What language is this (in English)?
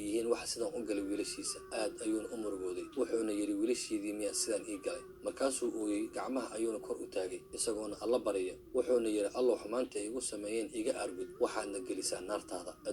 Somali